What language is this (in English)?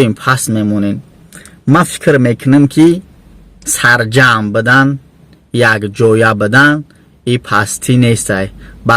Tajik